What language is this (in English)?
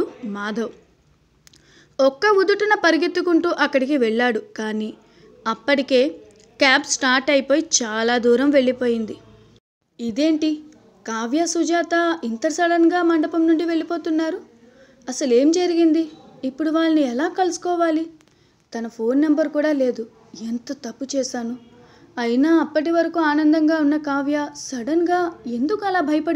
Telugu